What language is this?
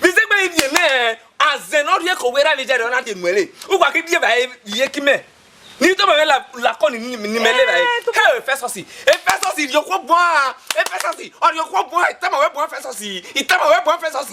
Bini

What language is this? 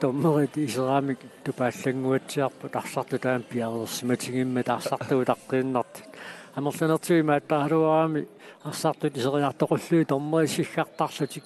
Kalaallisut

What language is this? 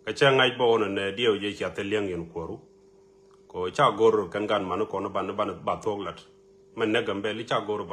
Nuer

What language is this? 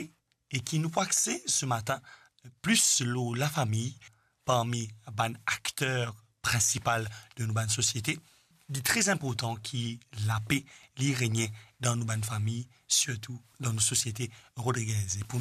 Morisyen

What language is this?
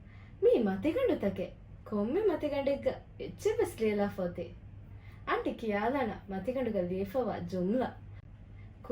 Divehi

